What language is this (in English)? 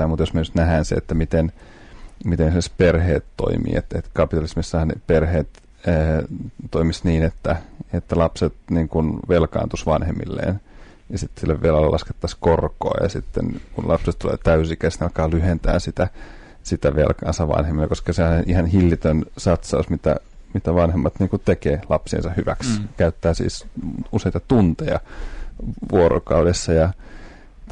Finnish